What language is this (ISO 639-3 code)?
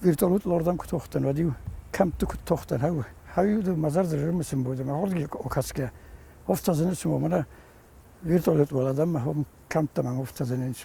oss